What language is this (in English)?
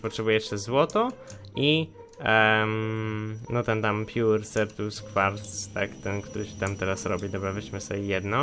Polish